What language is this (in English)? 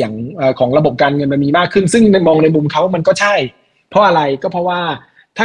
Thai